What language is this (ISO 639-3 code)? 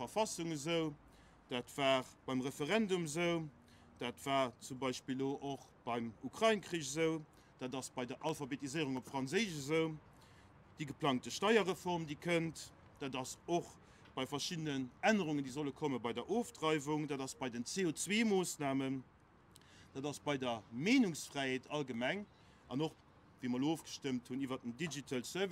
ltz